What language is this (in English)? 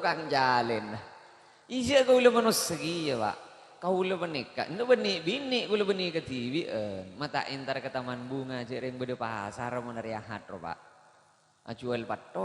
Madurese